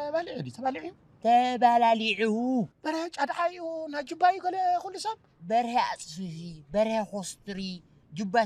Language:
Tigrinya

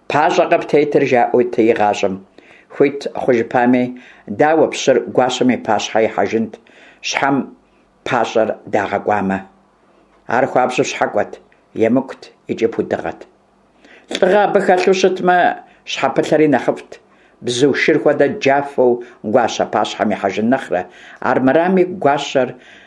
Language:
Kabardian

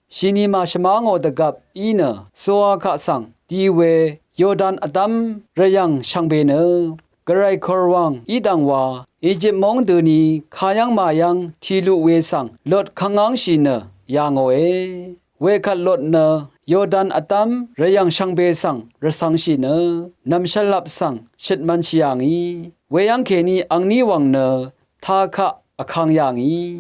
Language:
Rawang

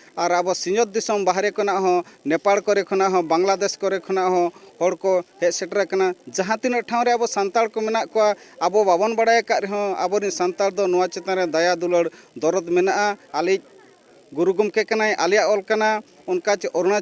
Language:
Santali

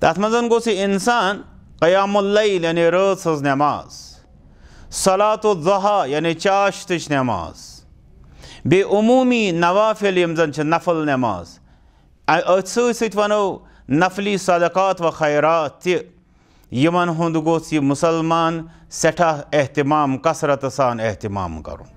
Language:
Kashmiri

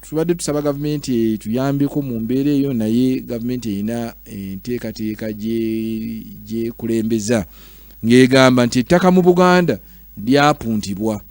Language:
Ganda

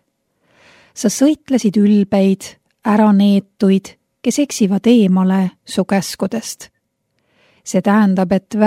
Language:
Estonian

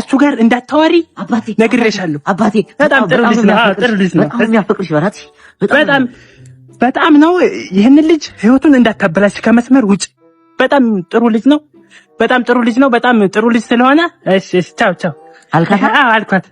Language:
Amharic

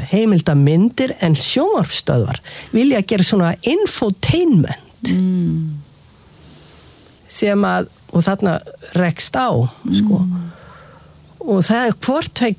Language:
Icelandic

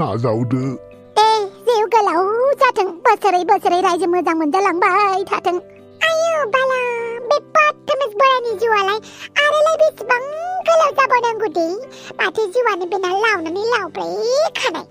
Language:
Bodo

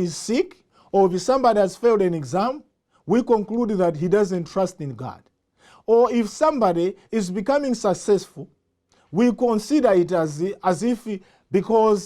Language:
English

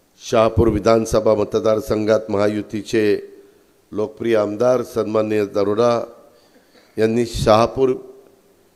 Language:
Marathi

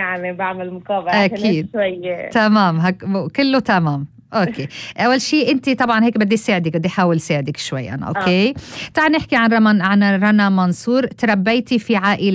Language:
North Levantine Arabic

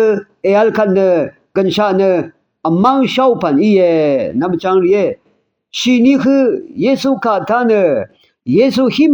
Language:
Rawang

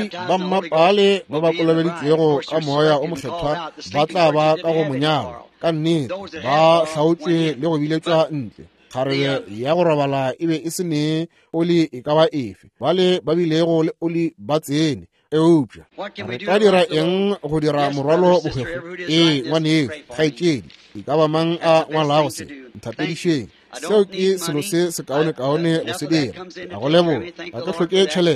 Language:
Northern Sotho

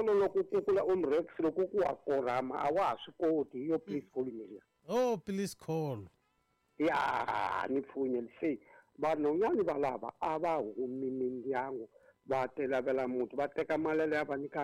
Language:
Tsonga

